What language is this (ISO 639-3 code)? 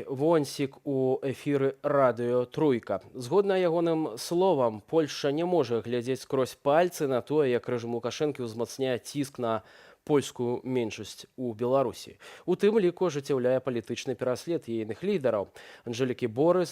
bel